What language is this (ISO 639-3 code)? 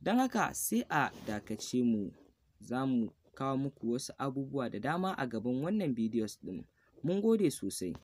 hau